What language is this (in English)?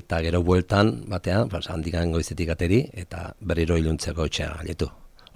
Basque